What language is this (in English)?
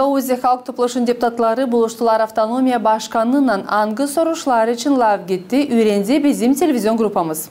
Gagauz